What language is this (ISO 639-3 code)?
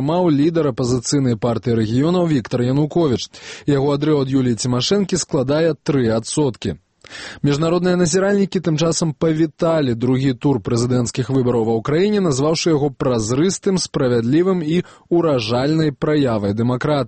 bel